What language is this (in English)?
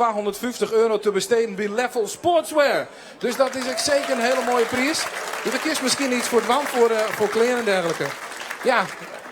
Western Frisian